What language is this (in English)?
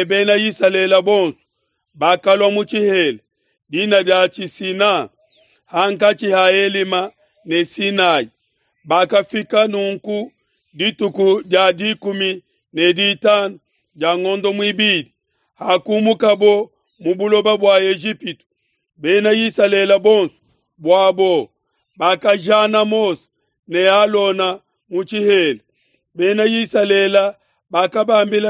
Luba-Lulua